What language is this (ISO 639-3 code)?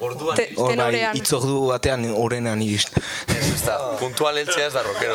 eus